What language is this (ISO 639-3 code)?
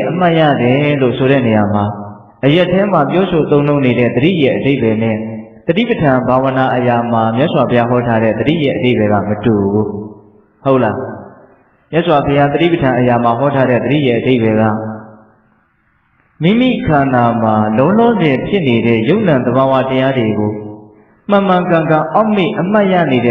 mya